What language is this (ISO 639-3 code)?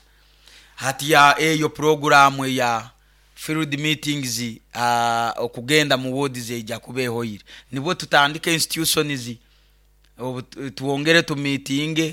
nyo